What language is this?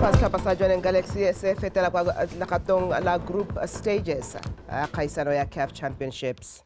Tswana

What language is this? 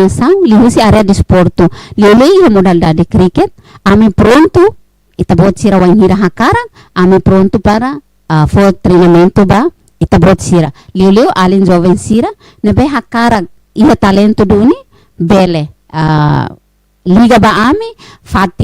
Tetum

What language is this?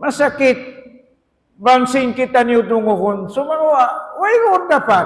Tausug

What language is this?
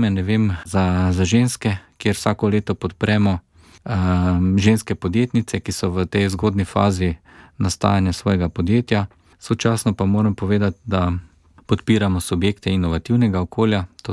Slovenian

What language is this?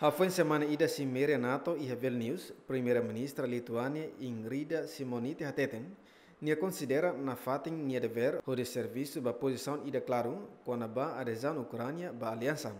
Tetum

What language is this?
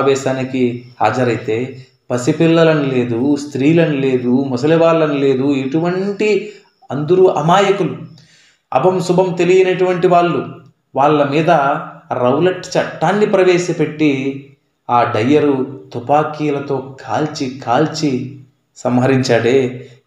Telugu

